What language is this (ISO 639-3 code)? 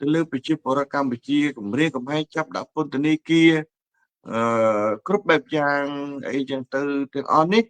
khm